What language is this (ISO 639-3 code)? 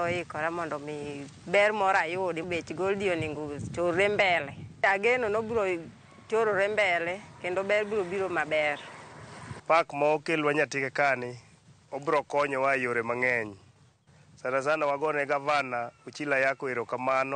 luo